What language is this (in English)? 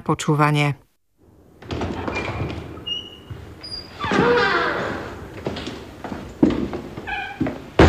Slovak